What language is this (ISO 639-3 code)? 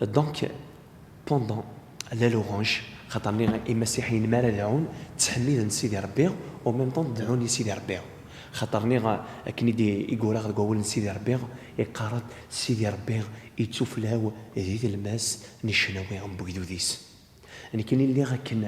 kab